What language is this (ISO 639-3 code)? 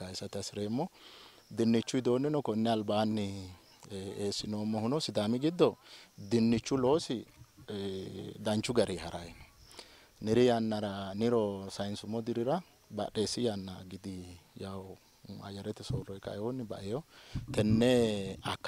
sid